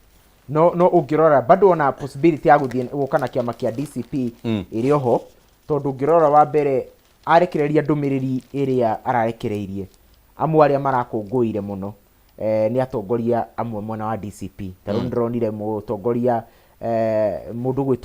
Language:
Kikuyu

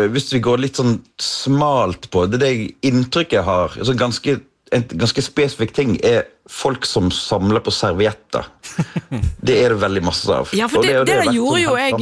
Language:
Norwegian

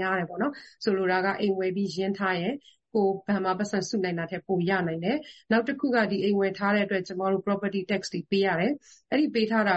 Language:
Burmese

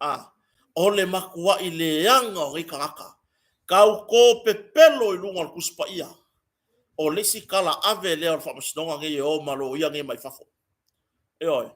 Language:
Samoan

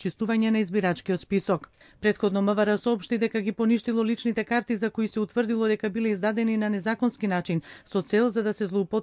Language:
Macedonian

